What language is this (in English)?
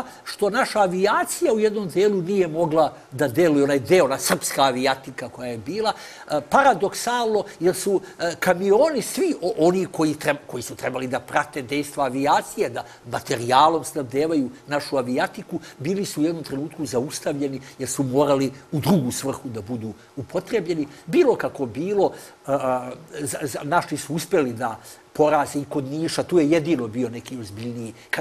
Serbian